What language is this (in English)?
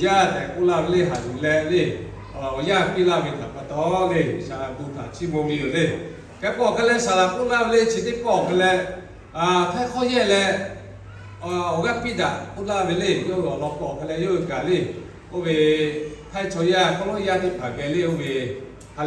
Lahu